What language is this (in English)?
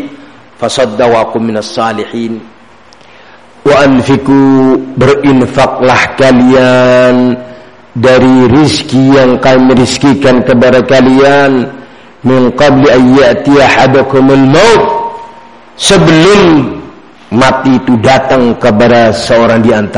Indonesian